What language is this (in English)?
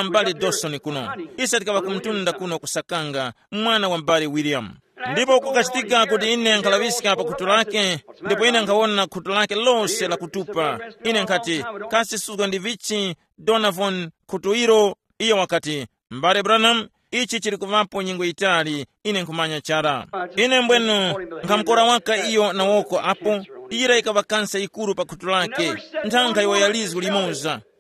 Tumbuka